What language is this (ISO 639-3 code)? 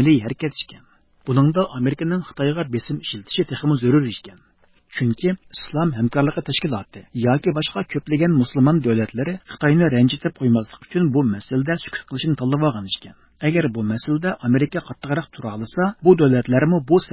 uig